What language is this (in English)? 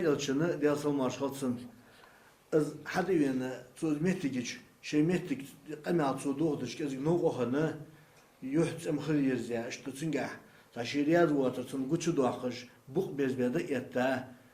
Ingush